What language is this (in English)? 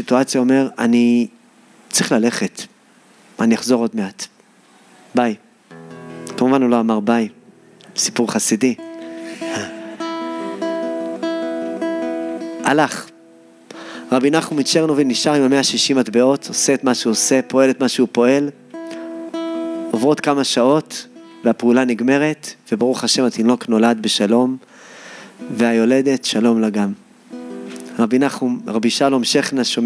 Hebrew